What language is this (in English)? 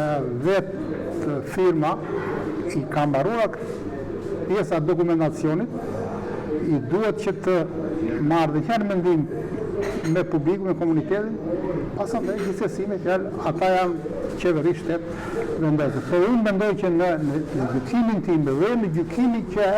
Albanian